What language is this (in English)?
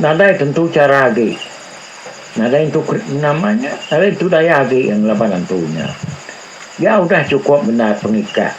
Iban